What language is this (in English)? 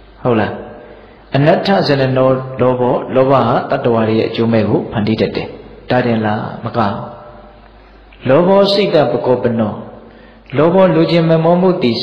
Burmese